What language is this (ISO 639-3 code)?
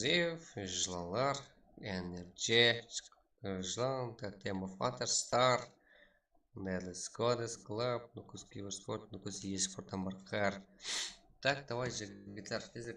kaa